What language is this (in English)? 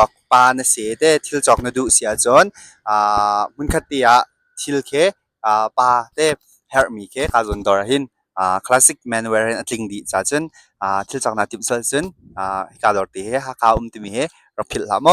Hakha Chin